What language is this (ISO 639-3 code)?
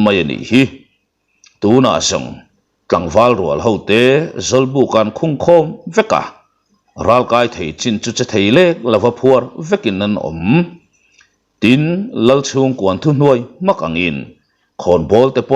lus